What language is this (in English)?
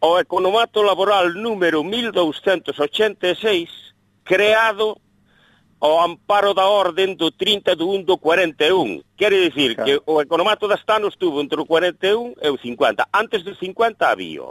Galician